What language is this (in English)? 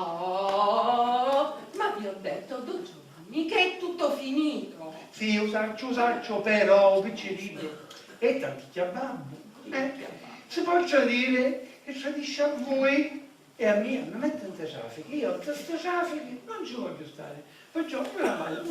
Sicilian